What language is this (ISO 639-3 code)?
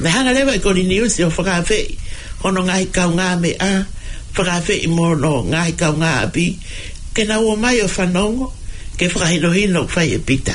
ton